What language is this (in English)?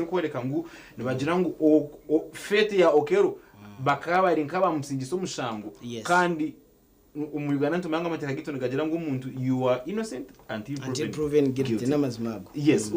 Nyankole